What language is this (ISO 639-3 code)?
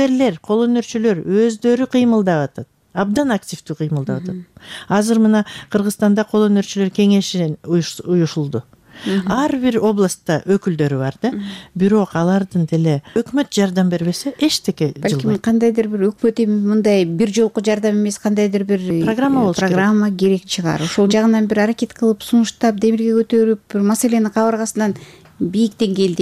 kir